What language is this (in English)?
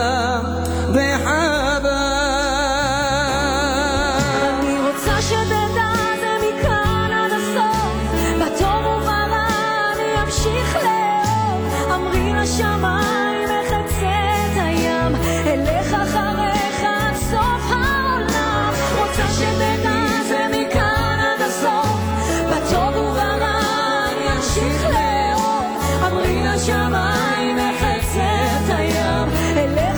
Hebrew